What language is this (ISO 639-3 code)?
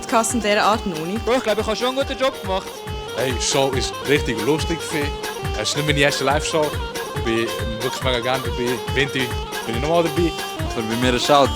gsw